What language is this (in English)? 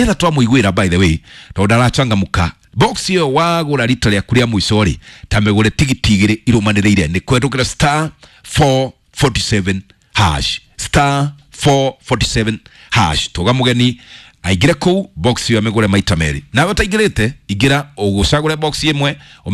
Kikuyu